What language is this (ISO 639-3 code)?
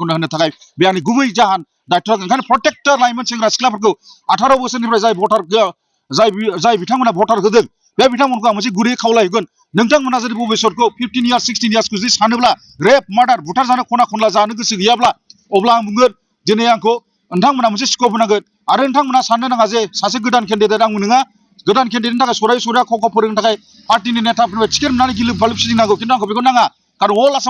brx